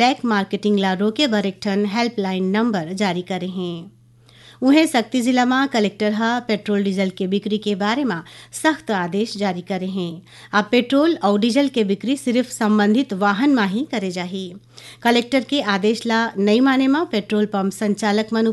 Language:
Chhattisgarhi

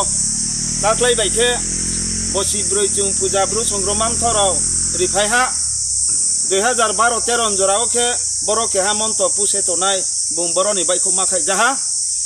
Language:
Riang (India)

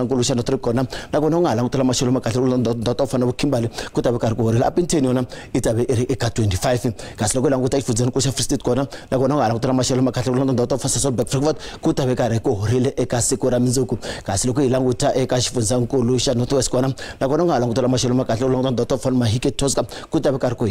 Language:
Tsonga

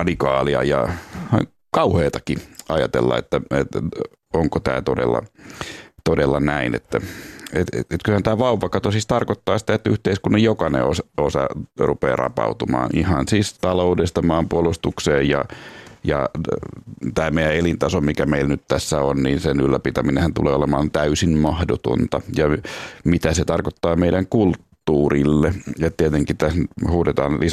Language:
Finnish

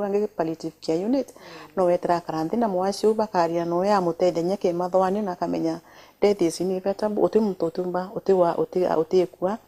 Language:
Meru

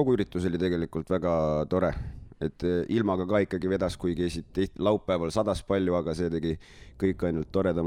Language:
Estonian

